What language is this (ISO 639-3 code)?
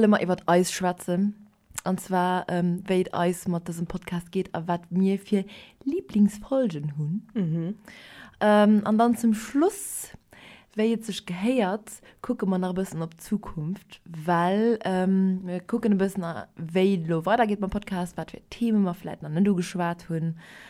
ltz